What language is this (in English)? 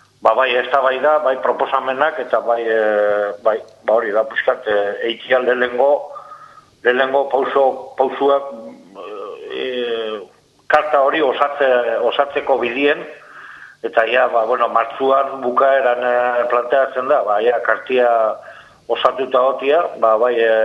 Basque